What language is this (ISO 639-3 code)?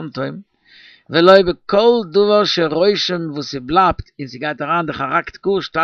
yid